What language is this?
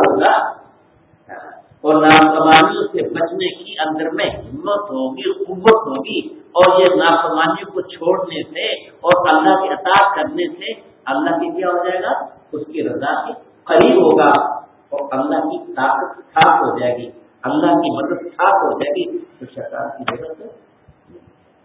Urdu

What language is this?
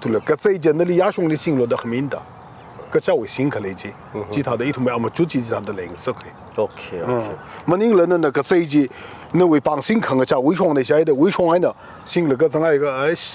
Tangkhul Naga (India)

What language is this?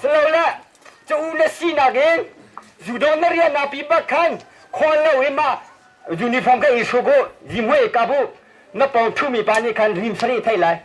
Hakha Chin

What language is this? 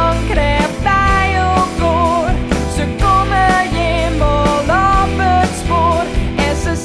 Western Frisian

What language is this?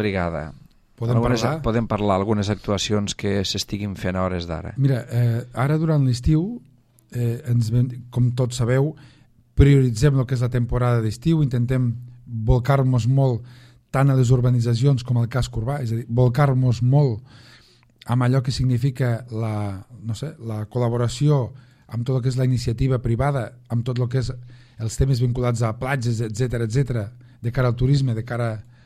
Catalan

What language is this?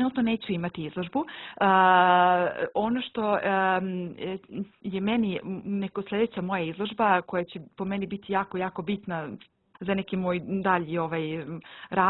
Serbian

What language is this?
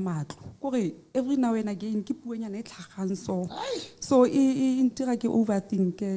Southern Sotho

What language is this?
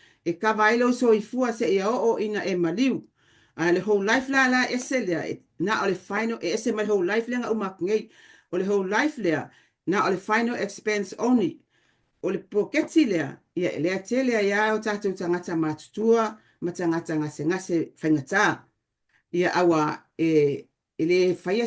Samoan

